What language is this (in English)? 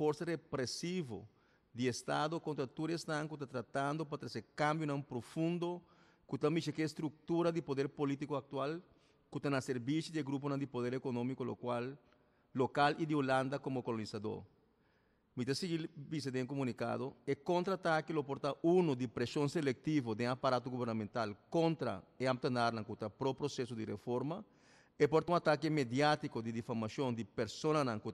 Papiamento